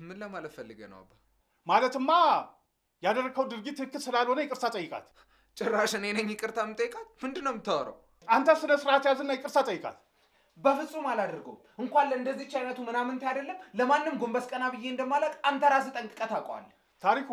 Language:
Amharic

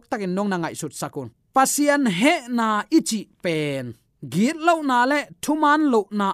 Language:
Tedim Chin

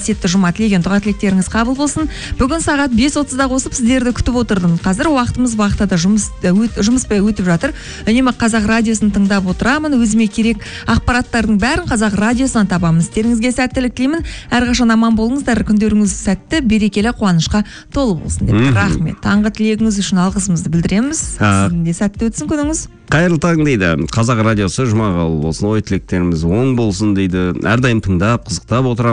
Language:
Kazakh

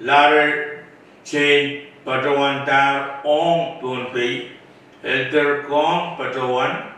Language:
Pohnpeian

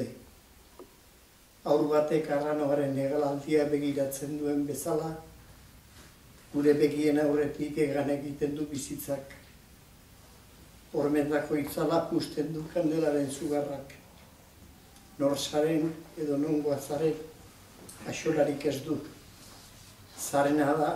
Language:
Basque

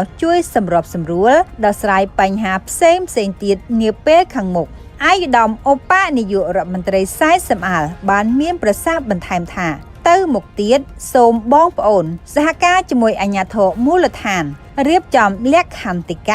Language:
Khmer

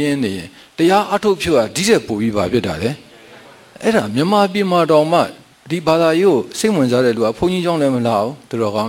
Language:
Burmese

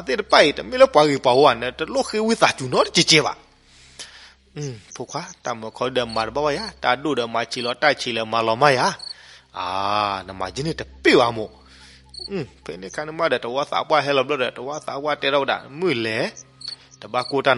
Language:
S'gaw Karen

